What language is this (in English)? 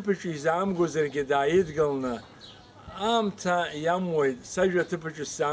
Abkhazian